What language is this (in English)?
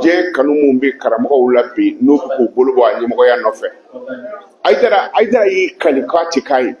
Bambara